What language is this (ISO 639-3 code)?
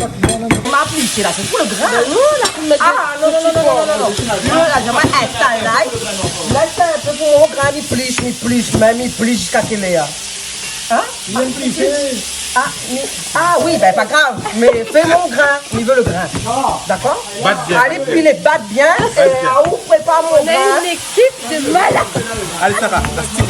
rcf